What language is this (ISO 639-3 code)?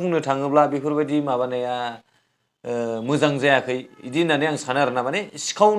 brx